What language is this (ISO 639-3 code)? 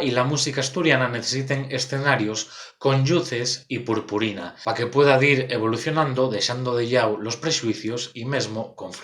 ast